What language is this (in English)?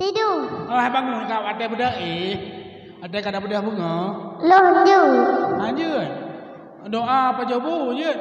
Achinese